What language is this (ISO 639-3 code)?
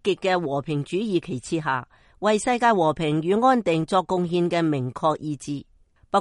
yue